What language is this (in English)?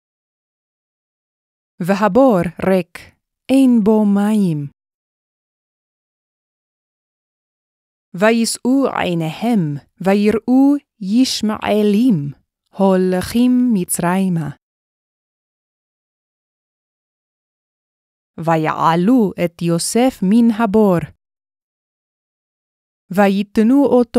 Hebrew